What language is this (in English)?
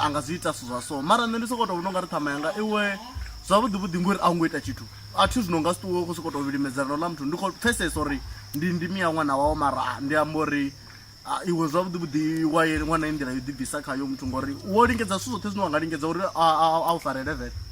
Venda